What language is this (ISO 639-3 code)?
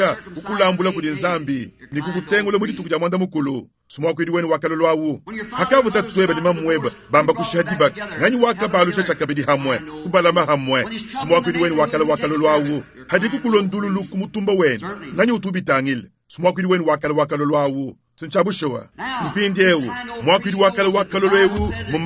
lua